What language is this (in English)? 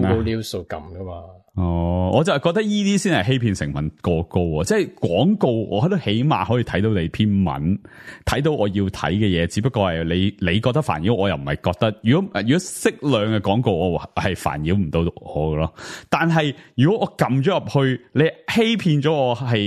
Cantonese